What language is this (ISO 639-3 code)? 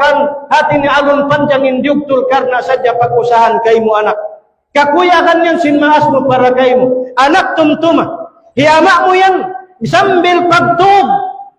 tsg